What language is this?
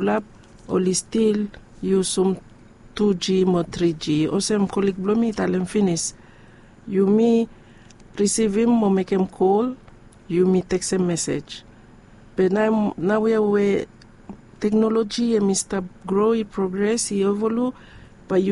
Bislama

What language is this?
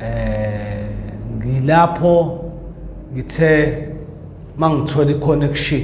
Zulu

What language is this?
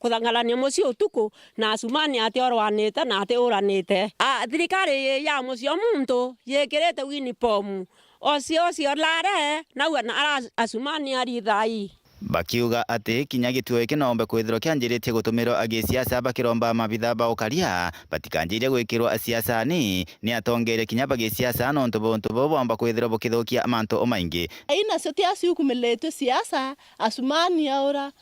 Meru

